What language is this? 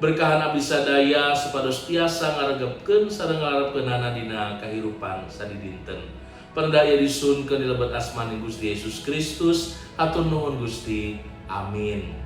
Sundanese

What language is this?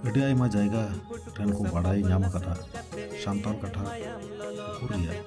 Santali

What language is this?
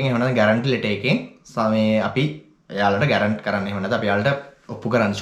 Sinhala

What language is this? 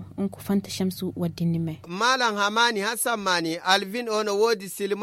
Fula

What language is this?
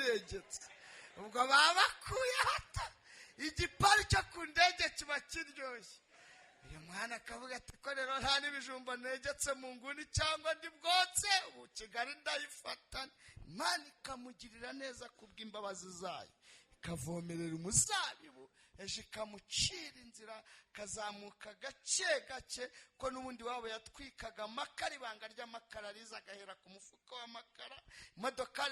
Kinyarwanda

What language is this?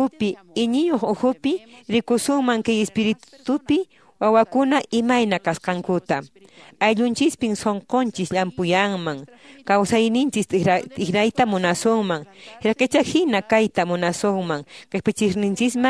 Quechua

